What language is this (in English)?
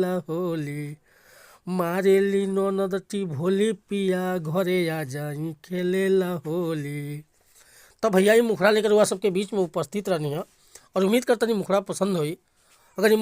Bhojpuri